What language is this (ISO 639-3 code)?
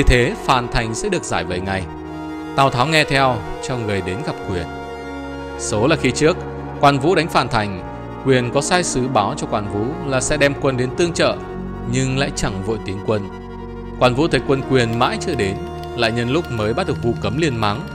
vie